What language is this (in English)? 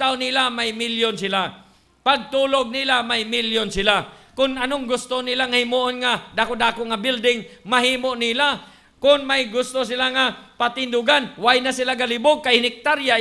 Hiligaynon